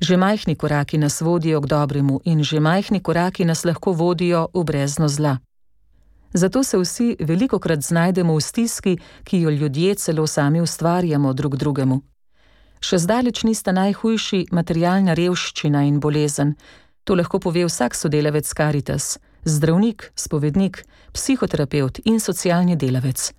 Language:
Slovenian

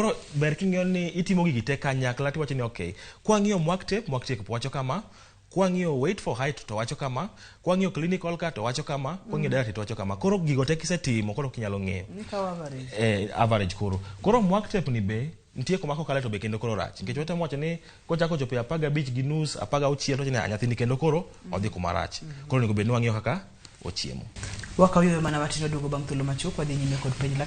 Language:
Luo (Kenya and Tanzania)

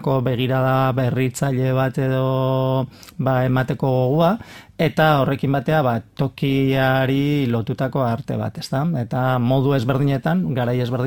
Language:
Basque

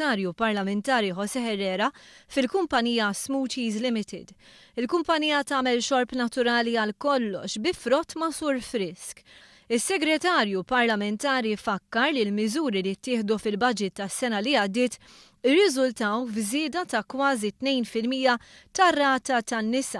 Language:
Maltese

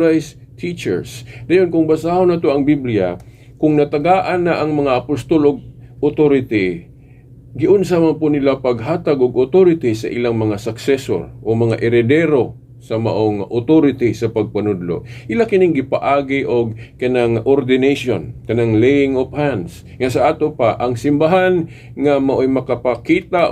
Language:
Cebuano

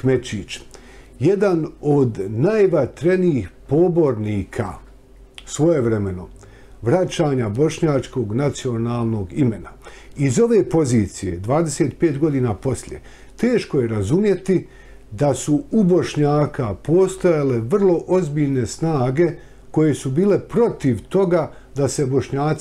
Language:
Bosnian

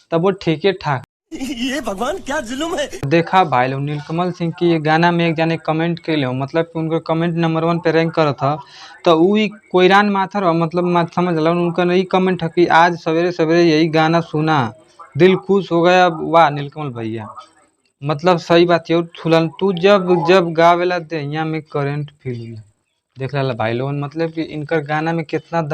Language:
Bhojpuri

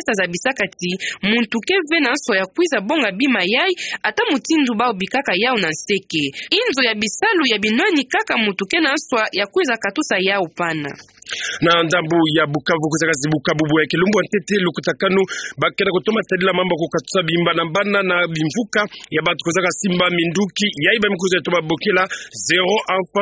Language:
Kituba (Democratic Republic of Congo)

